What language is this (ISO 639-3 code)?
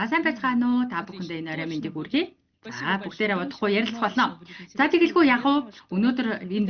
mon